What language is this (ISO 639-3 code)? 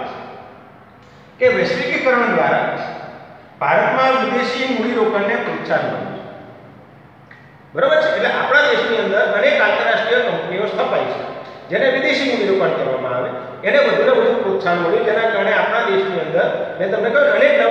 guj